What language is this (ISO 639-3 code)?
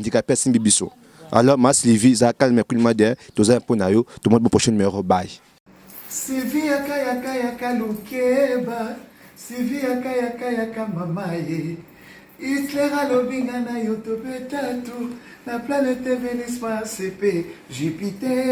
lin